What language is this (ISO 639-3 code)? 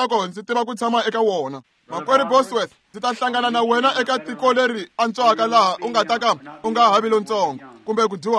tso